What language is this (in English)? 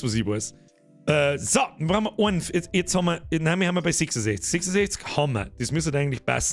Bavarian